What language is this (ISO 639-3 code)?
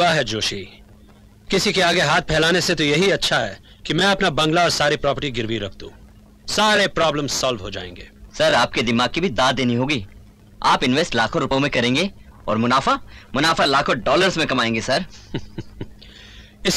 hin